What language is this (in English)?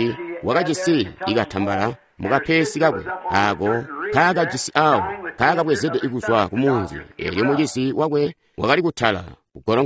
Tonga (Zambia)